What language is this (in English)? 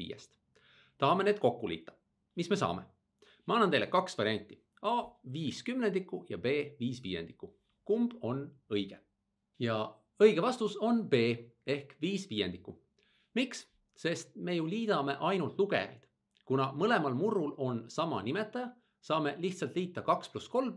Estonian